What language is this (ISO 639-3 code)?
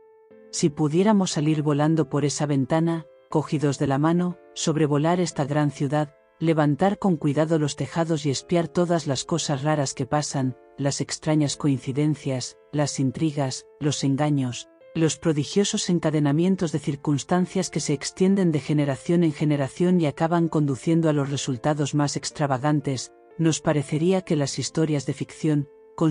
spa